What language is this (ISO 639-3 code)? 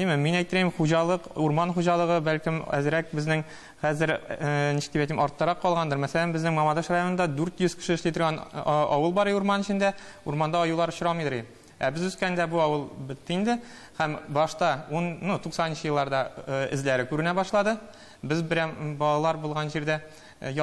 tat